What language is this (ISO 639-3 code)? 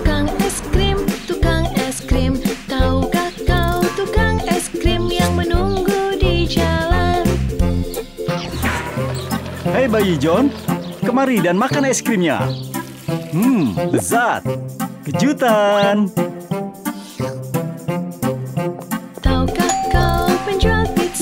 ind